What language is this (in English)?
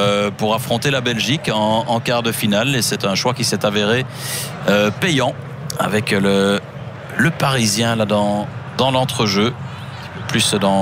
French